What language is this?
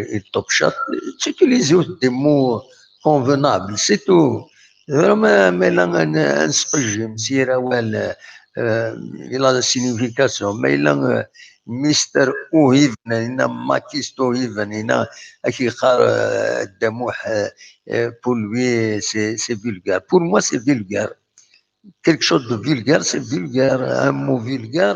Kabyle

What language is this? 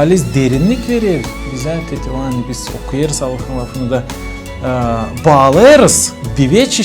Gagauz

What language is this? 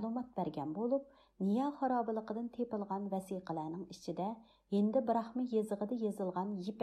Uyghur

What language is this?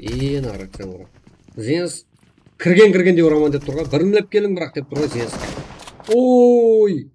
Kara-Kalpak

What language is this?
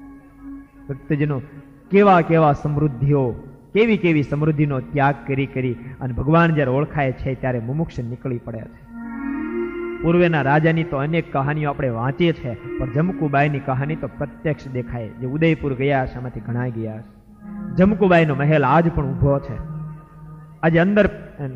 Gujarati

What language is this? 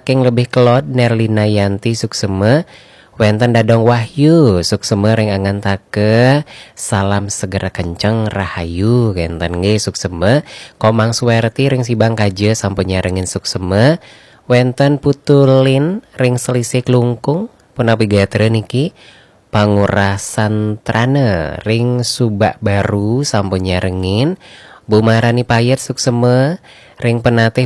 Balinese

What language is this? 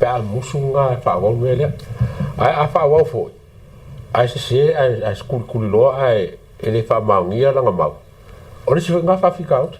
Samoan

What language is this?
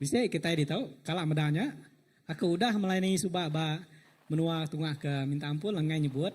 Iban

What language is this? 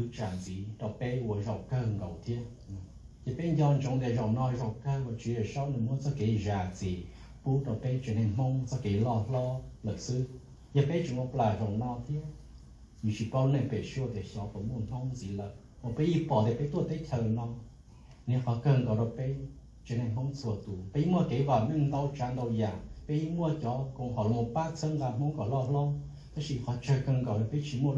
Hmong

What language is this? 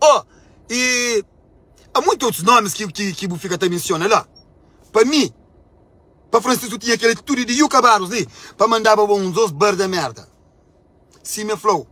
Kabuverdianu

